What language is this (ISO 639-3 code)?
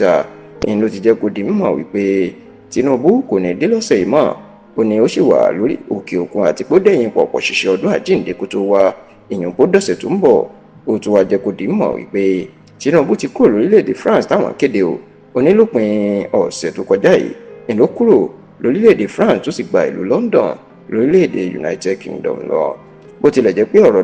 yor